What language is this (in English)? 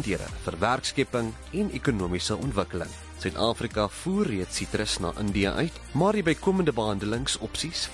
Afrikaans